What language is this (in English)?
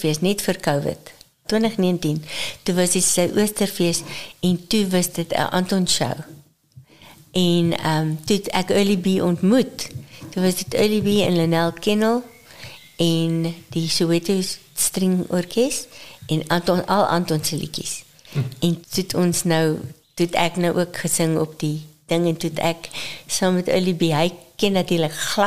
Afrikaans